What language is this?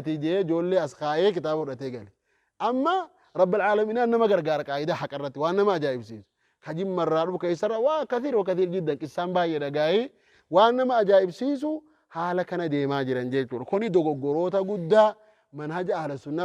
Oromo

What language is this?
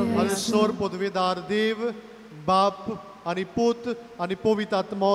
Konkani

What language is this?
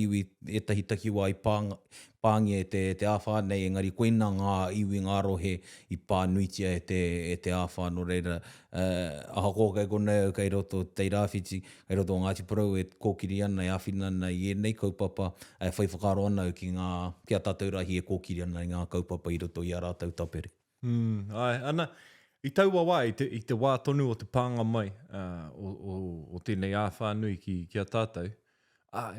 Māori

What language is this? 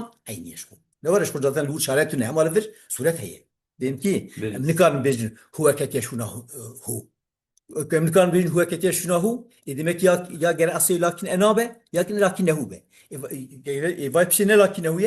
Kurdish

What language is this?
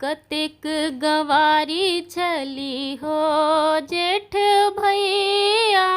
Maithili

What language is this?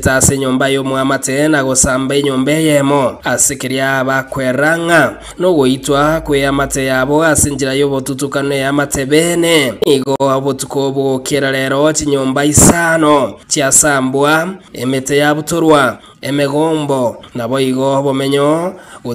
Gusii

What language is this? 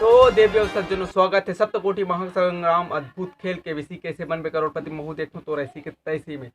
Chhattisgarhi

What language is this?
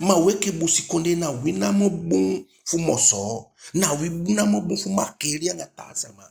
Eastern Maroon Creole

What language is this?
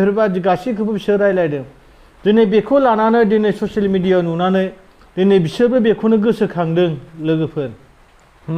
Bodo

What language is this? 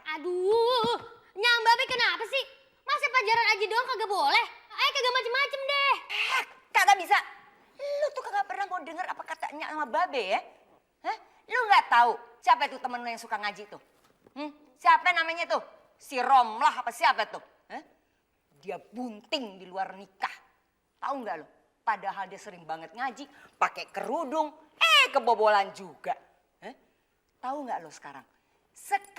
Betawi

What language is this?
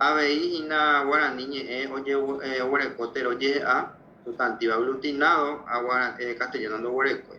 Guarani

